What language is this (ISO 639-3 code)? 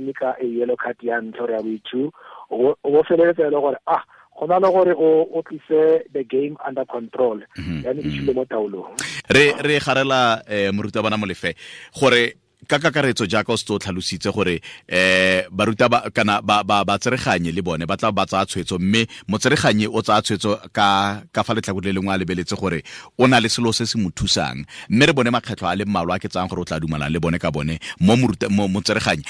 tsn